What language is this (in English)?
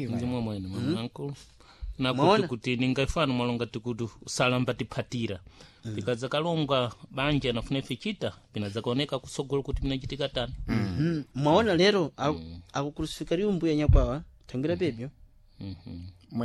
Sena